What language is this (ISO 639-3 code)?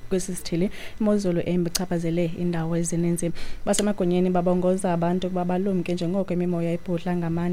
xho